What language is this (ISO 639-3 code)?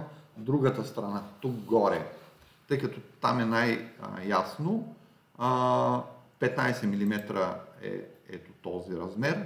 bul